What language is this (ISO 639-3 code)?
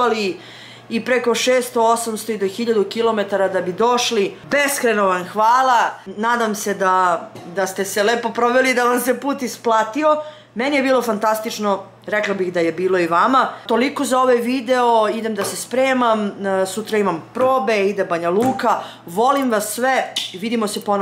srp